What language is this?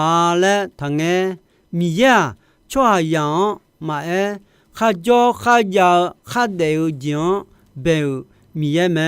Akha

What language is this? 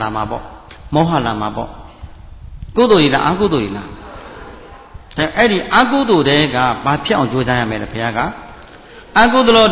Burmese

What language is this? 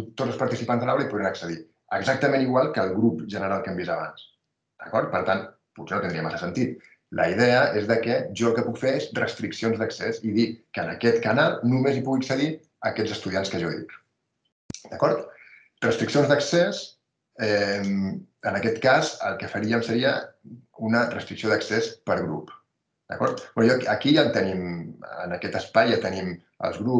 Catalan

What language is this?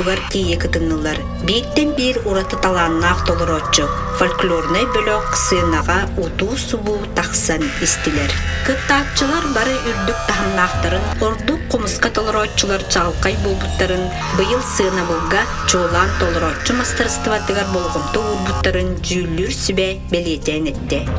Yakut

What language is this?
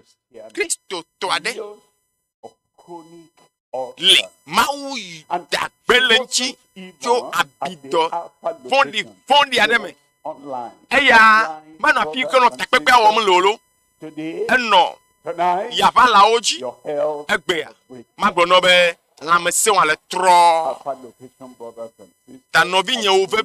Ewe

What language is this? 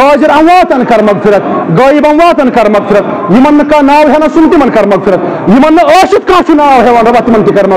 Kashmiri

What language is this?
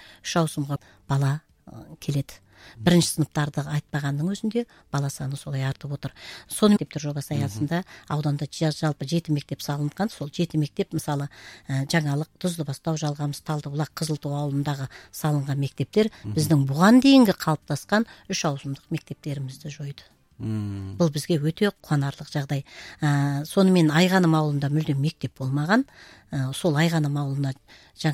Kazakh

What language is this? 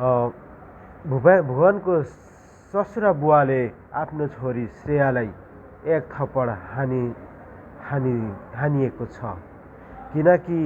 Nepali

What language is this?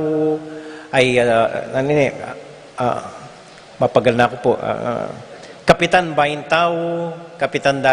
Pampanga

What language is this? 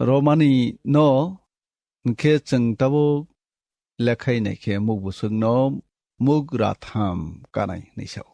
Kok Borok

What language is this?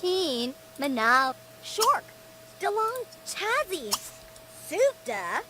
Bavarian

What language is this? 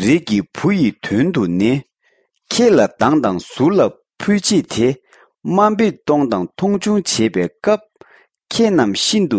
Tibetan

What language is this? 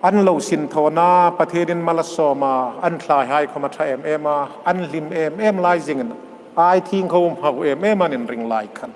Hmar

